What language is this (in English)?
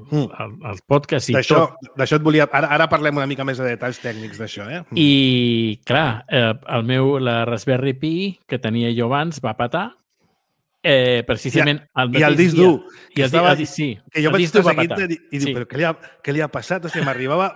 Catalan